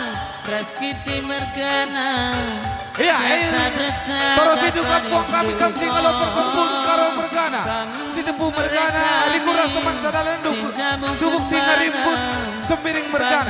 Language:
Batak Karo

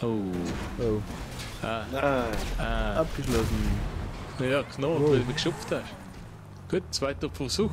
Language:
Swiss German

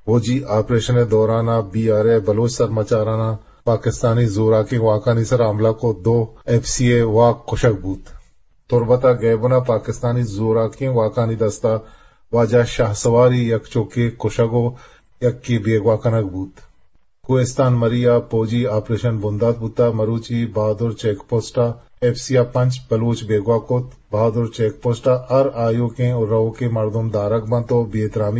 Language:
Eastern Balochi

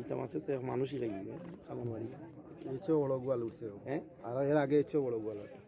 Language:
Sylheti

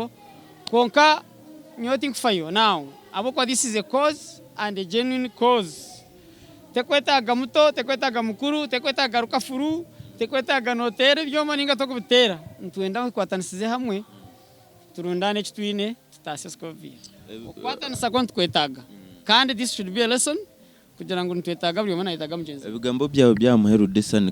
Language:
Nyankole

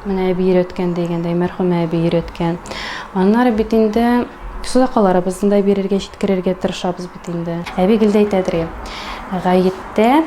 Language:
Tatar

